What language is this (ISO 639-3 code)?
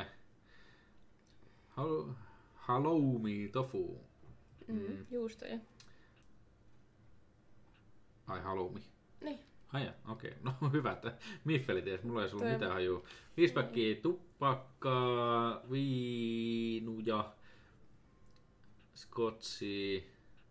fin